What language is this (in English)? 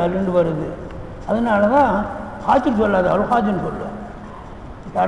Tamil